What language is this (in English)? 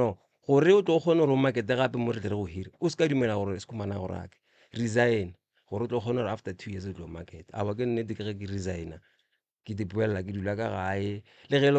Northern Sotho